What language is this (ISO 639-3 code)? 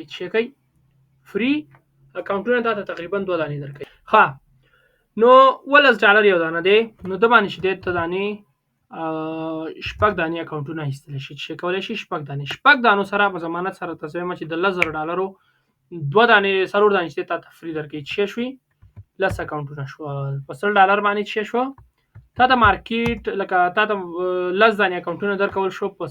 pus